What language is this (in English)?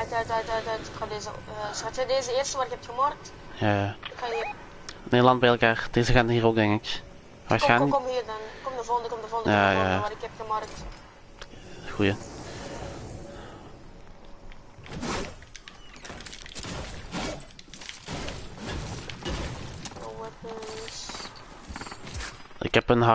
Dutch